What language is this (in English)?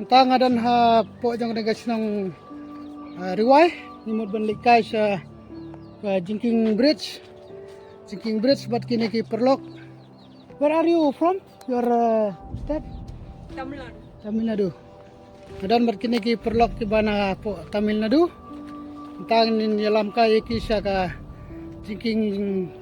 Khasi